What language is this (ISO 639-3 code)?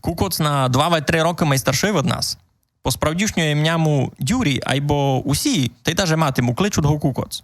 rue